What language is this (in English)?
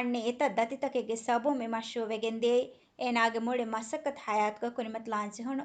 Divehi